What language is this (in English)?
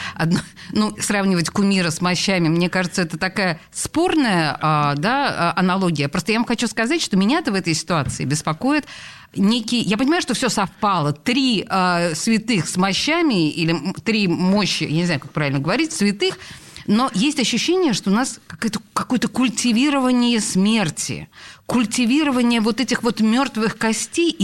Russian